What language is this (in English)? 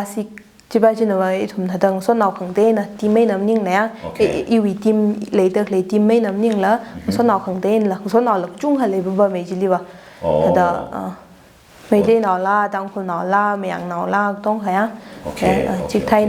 Tangkhul Naga (India)